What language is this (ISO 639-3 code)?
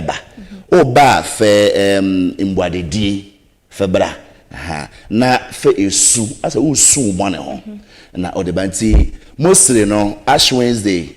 aka